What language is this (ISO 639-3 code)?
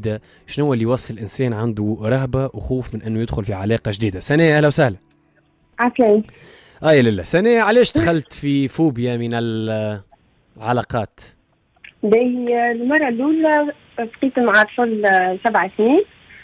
aeb